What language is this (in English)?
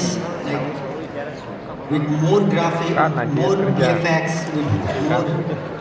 Kok Borok